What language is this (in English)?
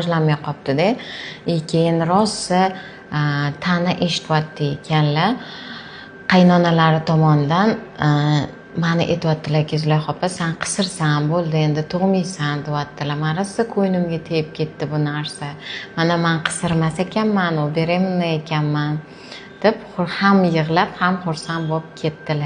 Uzbek